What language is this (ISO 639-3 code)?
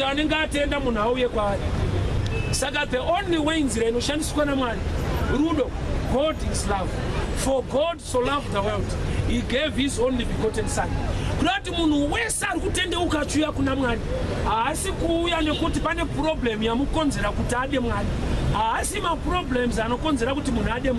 sna